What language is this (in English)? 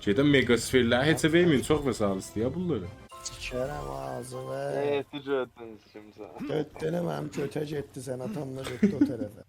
South Azerbaijani